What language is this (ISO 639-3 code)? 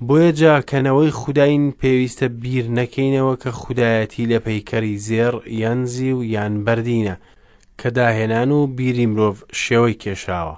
ckb